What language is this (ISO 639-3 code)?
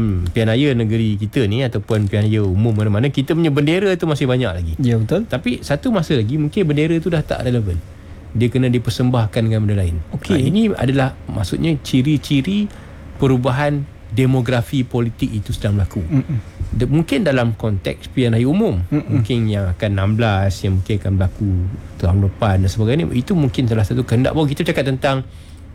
msa